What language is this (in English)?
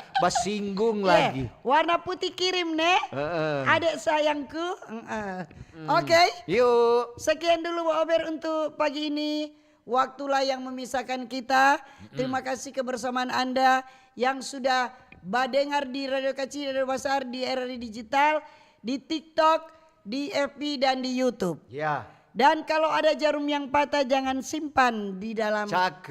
Manado Malay